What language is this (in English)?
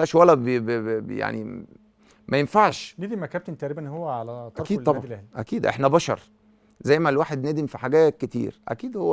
Egyptian Arabic